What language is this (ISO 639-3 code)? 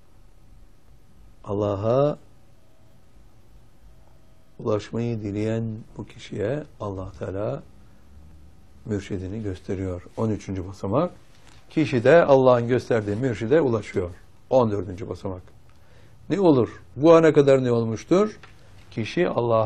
tur